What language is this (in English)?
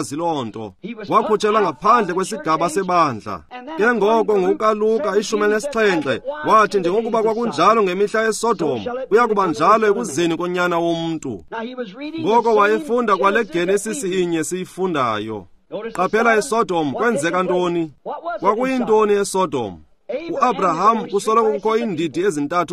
Xhosa